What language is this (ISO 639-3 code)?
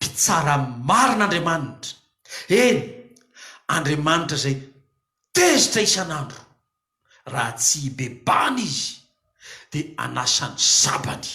mlg